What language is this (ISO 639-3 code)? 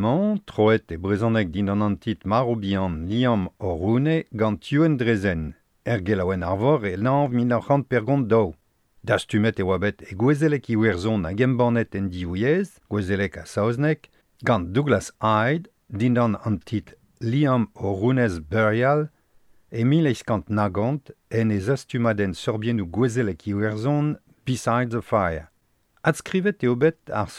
bre